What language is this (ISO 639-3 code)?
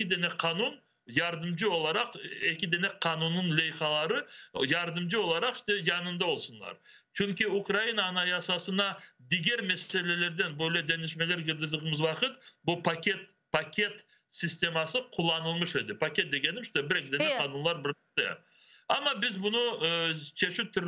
crh